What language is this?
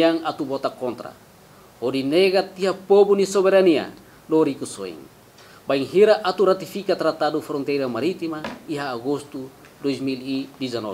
Tetum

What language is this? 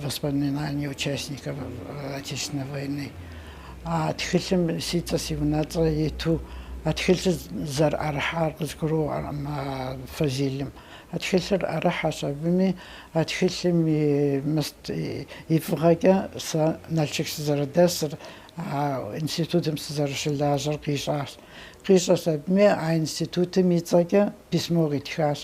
Kabardian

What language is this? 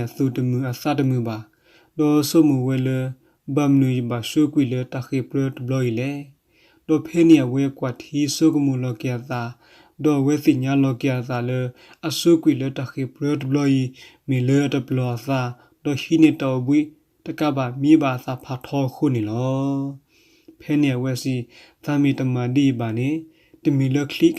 S'gaw Karen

